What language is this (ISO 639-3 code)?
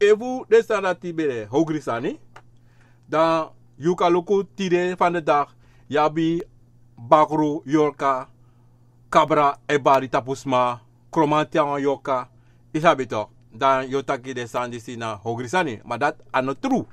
srn